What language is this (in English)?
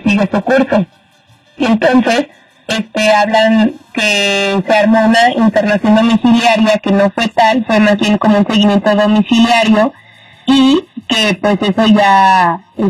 Spanish